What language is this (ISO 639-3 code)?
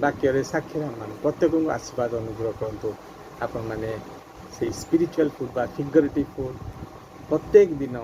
ori